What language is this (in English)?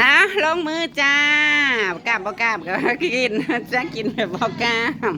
Northeastern Thai